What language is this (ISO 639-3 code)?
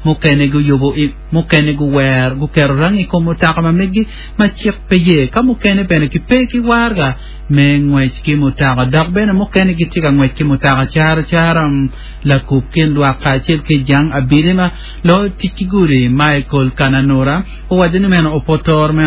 ach